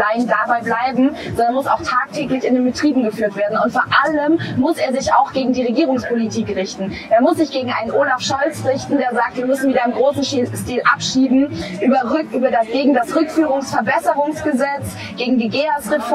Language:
German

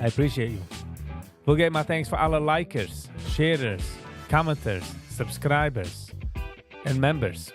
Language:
Yiddish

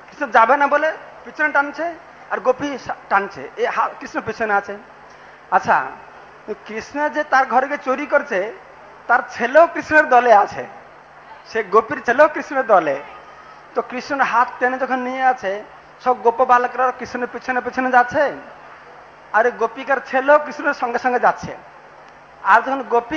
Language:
Bangla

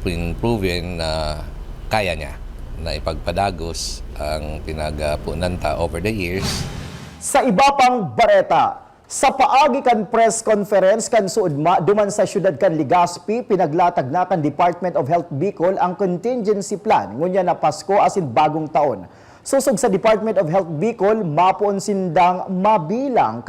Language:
Bikol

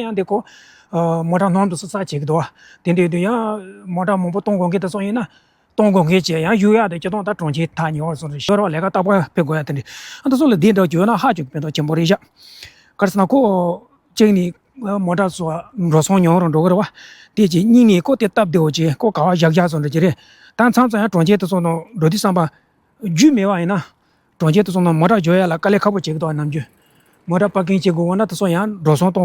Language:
Tibetan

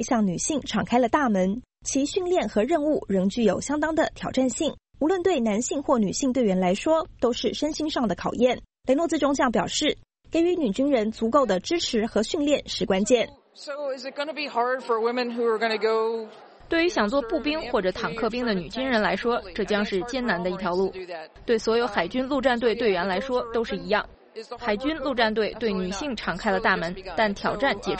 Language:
Chinese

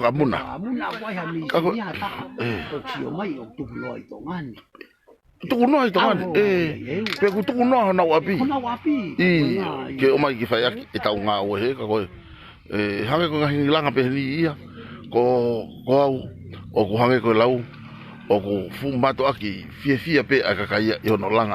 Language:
Tongan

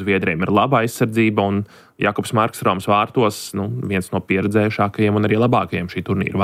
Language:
Latvian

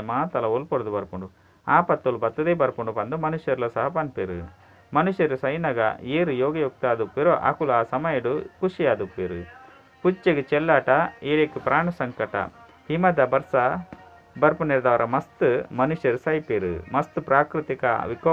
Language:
Tulu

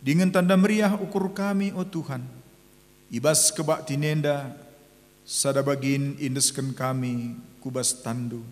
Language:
Batak Karo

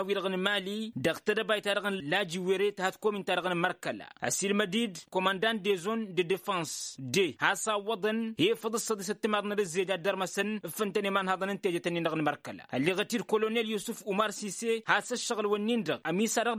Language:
Tamasheq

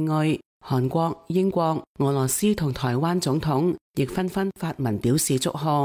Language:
Cantonese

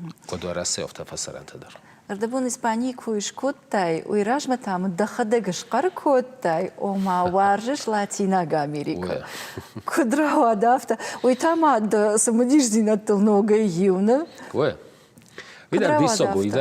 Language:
Ossetic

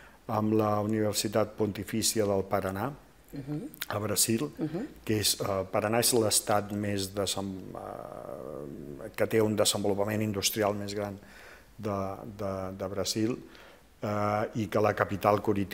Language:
Catalan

